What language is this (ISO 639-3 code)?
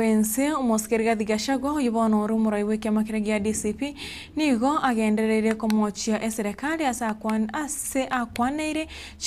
guz